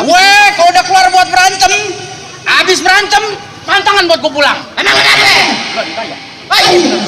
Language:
Betawi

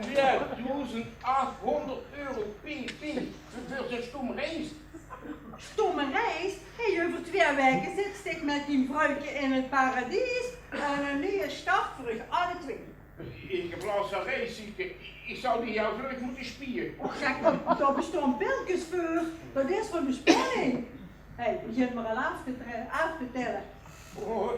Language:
Limburgish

